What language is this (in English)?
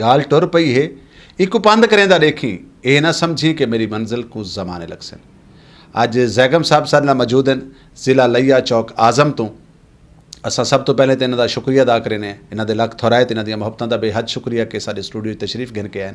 Saraiki